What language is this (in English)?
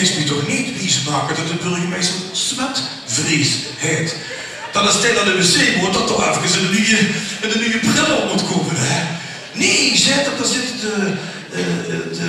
Limburgish